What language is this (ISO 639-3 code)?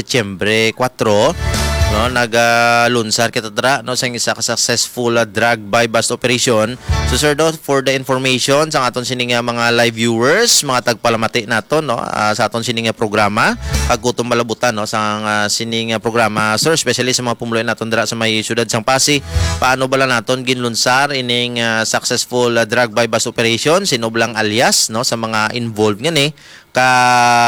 hil